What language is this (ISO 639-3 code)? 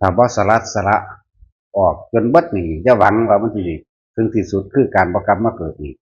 tts